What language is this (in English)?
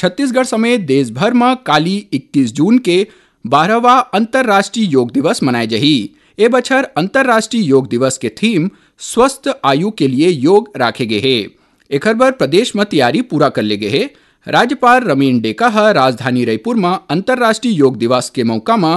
Chhattisgarhi